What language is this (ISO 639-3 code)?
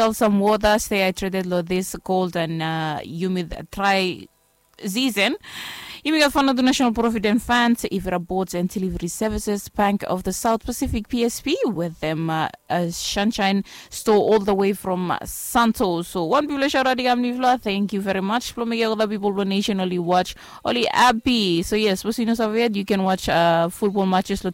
bis